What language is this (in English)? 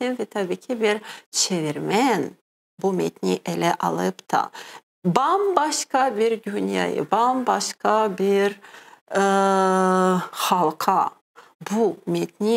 Crimean Tatar